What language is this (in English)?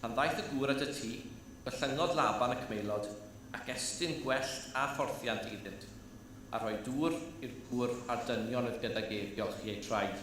Welsh